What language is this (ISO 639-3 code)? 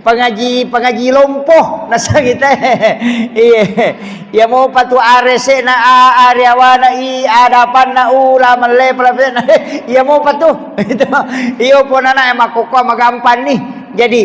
bug